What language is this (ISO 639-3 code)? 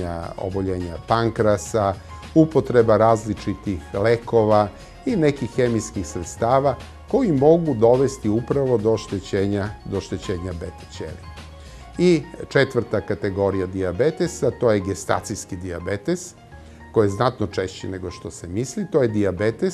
srp